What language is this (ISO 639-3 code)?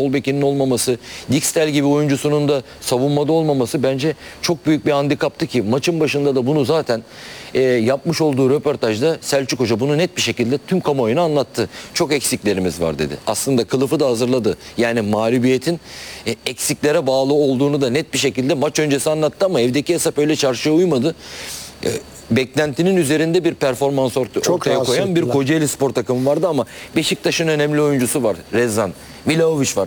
tur